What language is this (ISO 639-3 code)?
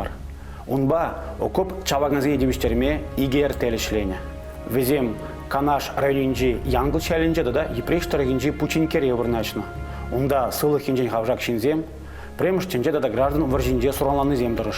chv